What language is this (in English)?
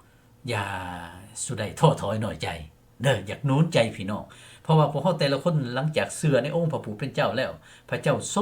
Lao